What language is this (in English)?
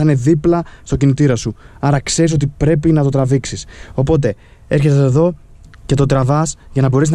Greek